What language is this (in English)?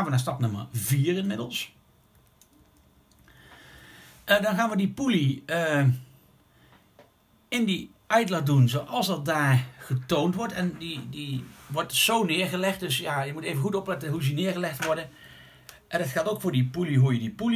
Dutch